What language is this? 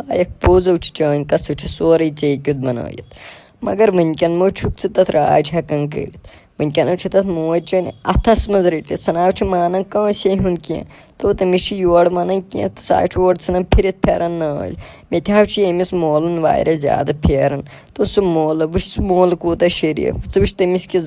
Kashmiri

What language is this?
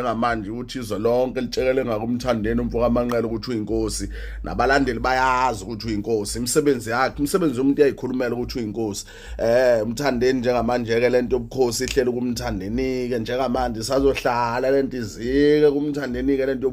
Zulu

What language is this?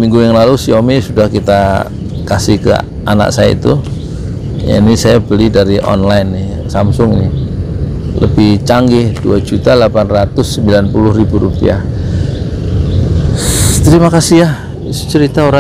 Indonesian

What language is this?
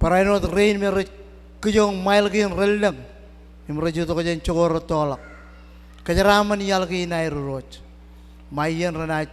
Marshallese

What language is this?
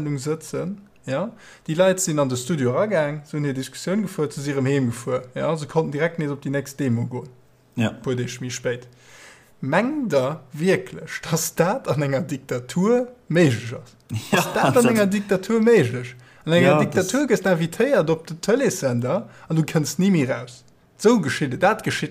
Luxembourgish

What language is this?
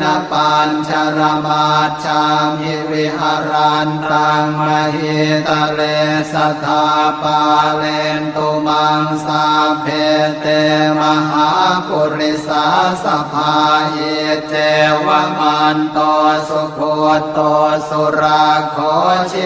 Pali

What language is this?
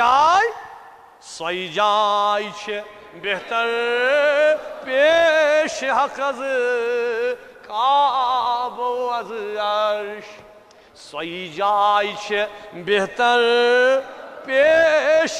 Kashmiri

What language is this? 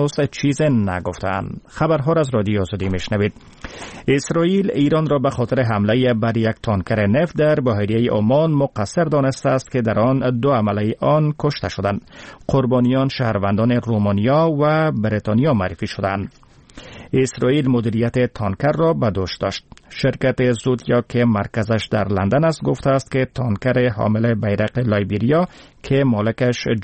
Persian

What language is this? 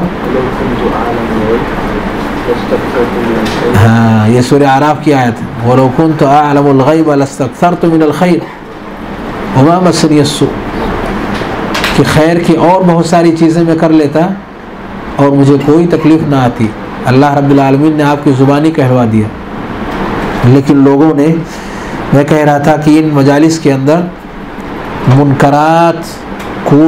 Urdu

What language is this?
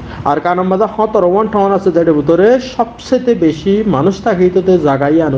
Rohingya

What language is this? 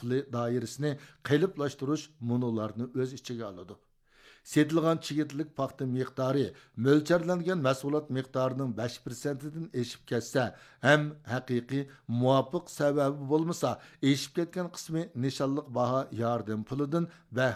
Uyghur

